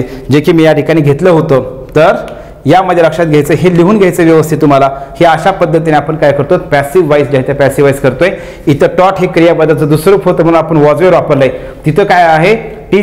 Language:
Marathi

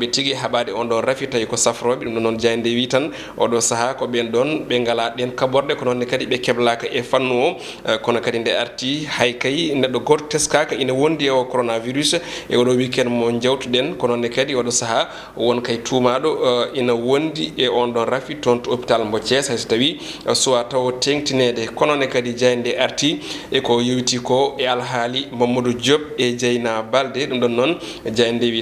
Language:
Fula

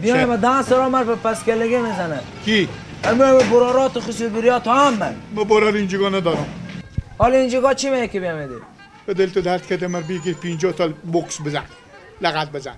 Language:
Persian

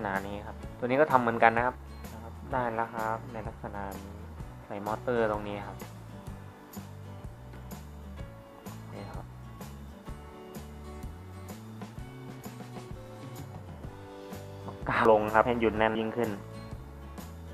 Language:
Thai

